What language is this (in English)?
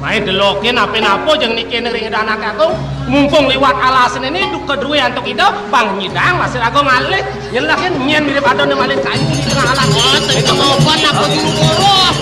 Balinese